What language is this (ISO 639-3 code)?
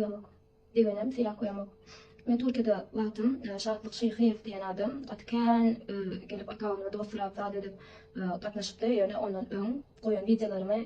tuk